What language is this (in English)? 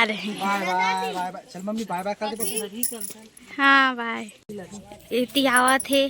Chhattisgarhi